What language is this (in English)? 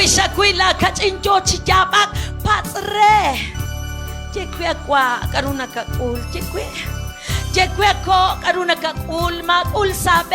Kekchí